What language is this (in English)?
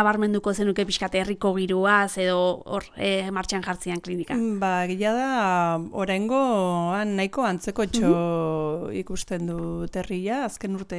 Basque